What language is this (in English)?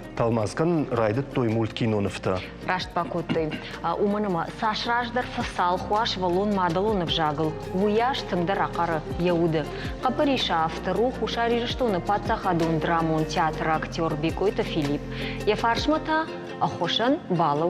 Ossetic